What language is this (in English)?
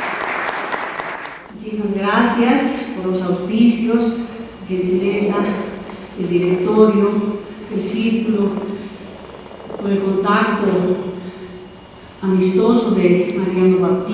Spanish